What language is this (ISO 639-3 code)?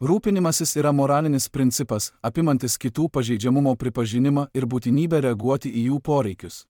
lit